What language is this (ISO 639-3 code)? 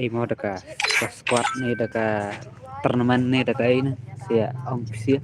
kha